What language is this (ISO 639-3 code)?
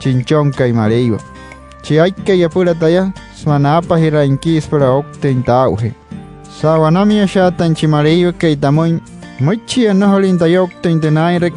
guc